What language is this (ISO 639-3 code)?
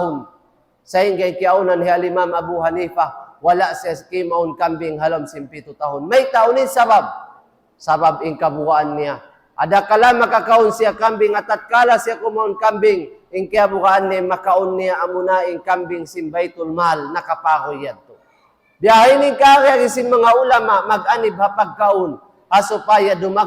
tsg